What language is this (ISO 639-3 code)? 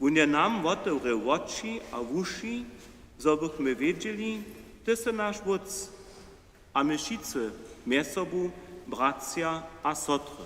hsb